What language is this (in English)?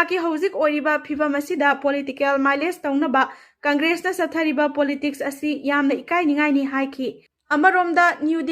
Manipuri